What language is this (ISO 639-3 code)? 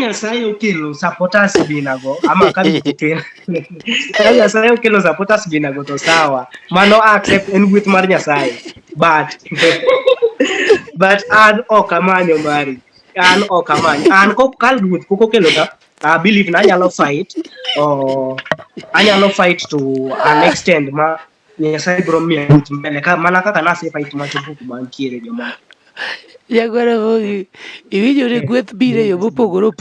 luo